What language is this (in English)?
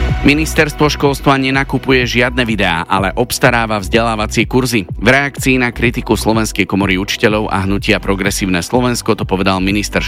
Slovak